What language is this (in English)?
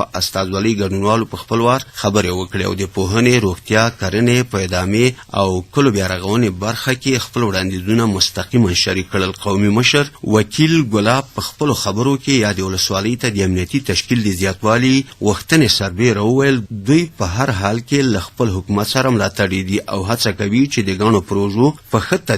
Pashto